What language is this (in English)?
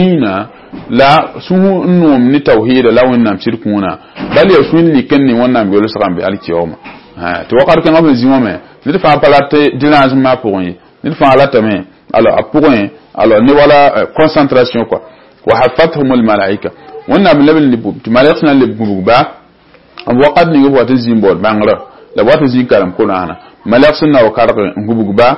Mossi